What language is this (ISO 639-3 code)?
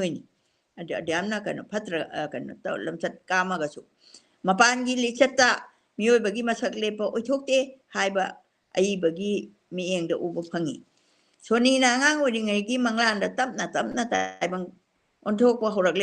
mni